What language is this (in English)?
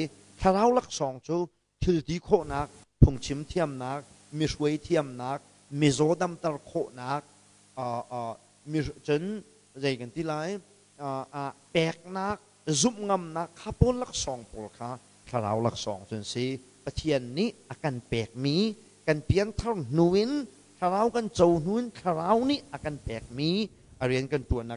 Hakha Chin